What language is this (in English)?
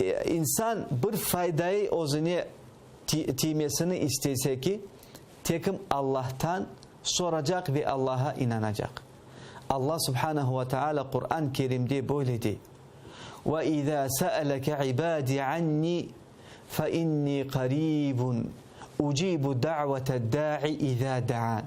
Crimean Tatar